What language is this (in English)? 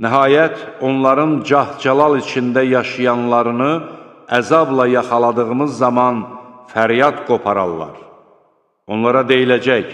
Azerbaijani